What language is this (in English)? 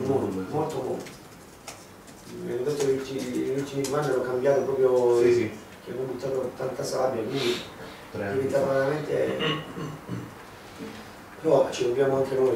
Italian